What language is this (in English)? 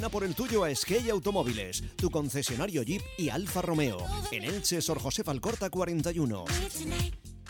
Spanish